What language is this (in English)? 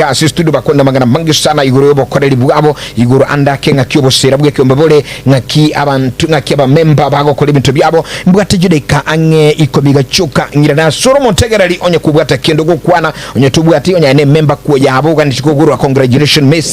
Gusii